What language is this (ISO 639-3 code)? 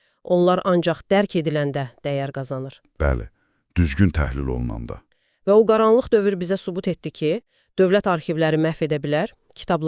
aze